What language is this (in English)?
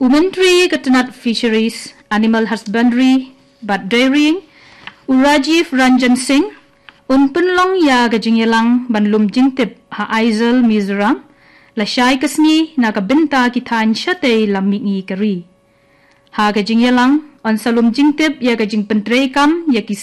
Khasi